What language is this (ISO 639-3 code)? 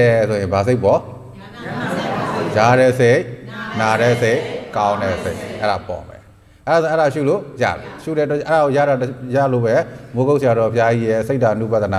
mya